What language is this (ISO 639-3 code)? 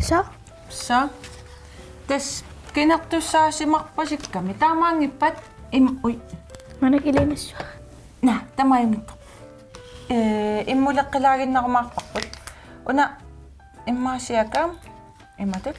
kal